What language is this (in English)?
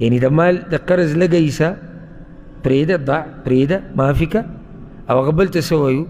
Pashto